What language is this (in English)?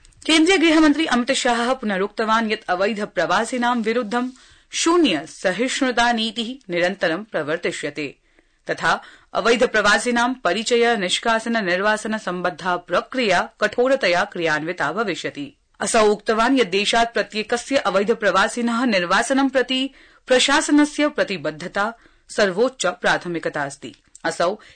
Sanskrit